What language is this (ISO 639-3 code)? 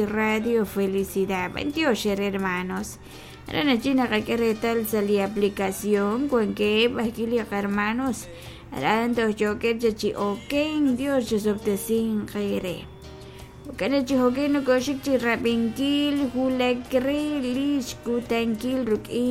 kek